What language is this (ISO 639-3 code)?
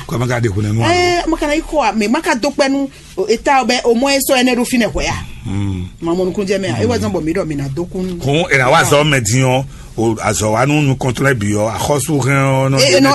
fon